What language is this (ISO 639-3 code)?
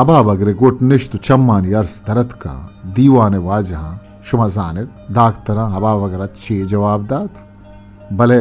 bgp